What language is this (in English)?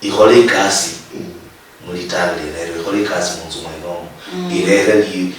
Luyia